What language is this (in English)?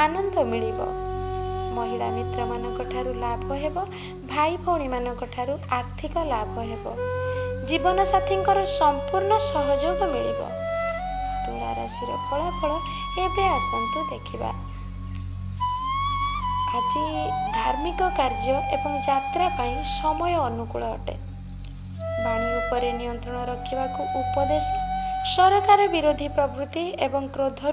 Odia